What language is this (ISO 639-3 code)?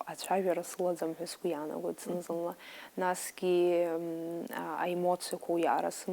abk